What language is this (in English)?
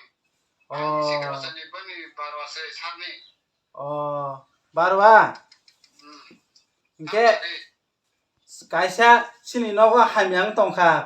Kok Borok